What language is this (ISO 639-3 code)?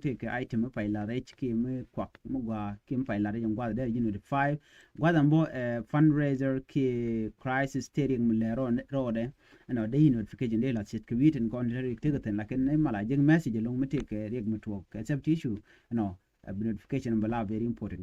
nus